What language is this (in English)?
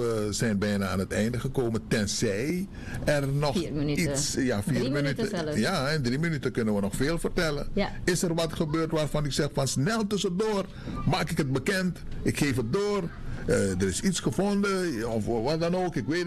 Dutch